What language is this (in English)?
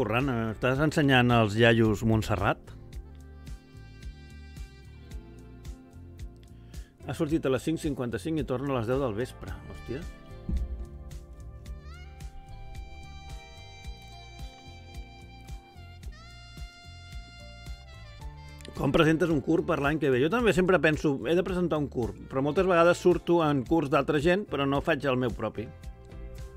Catalan